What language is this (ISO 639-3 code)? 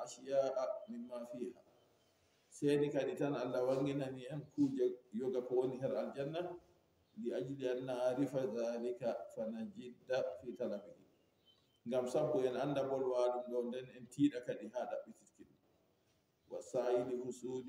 ful